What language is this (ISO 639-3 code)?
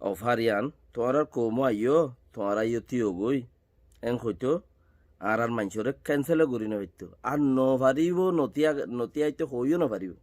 rhg